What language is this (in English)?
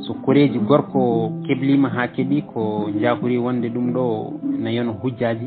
Fula